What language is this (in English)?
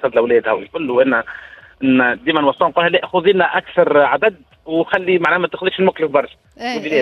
Tunisian Arabic